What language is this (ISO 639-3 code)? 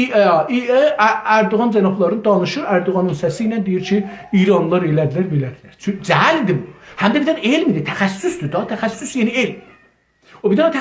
azb